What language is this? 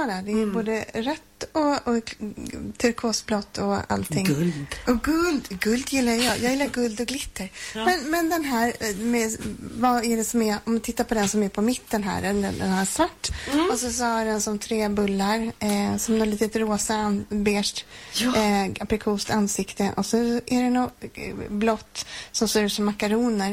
Swedish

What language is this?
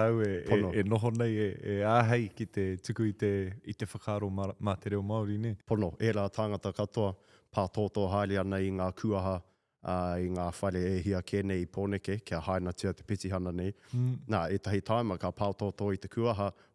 Māori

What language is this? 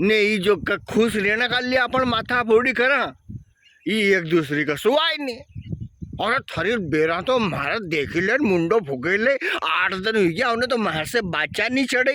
Rajasthani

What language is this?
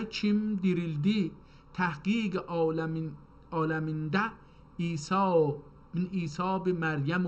South Azerbaijani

